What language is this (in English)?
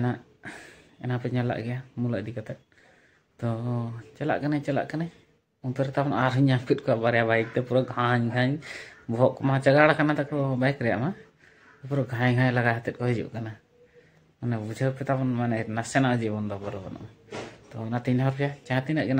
Santali